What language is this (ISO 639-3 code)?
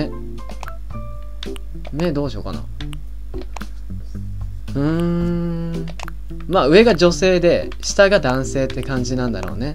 jpn